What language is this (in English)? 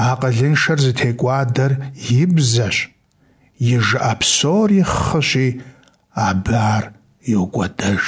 Kabardian